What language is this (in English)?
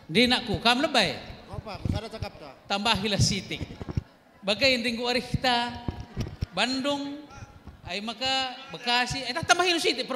Batak Karo